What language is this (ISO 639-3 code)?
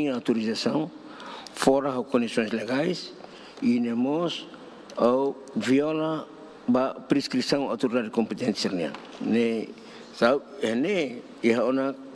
tet